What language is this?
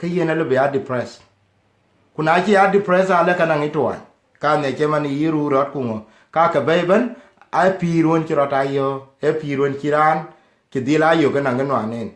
Dinka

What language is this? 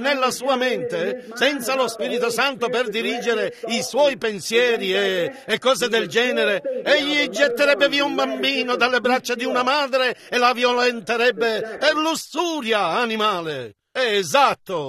Italian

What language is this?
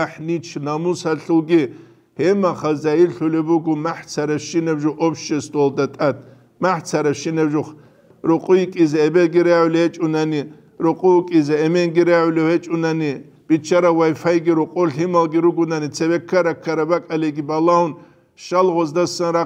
Avaric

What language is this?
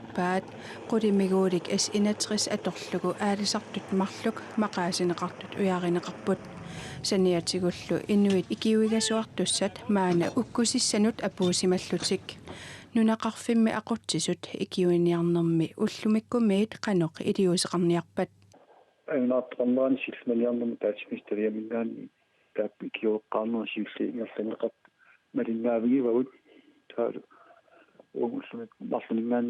Kalaallisut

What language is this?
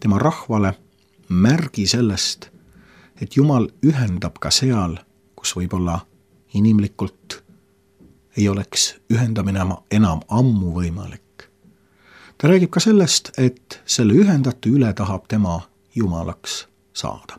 Estonian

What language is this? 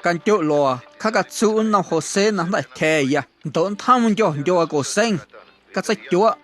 Guerrero Amuzgo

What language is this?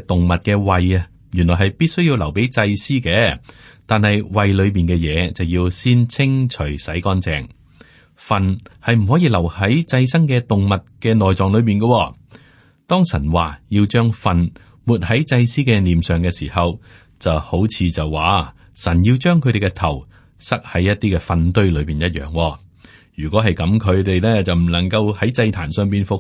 Cantonese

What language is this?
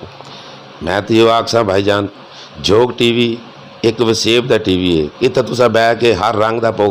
Saraiki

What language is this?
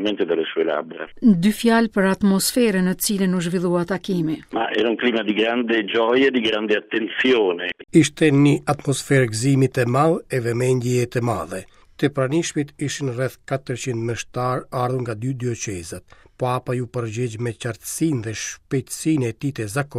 Albanian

